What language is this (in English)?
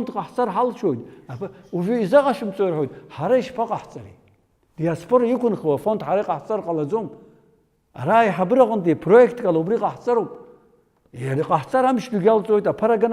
Abkhazian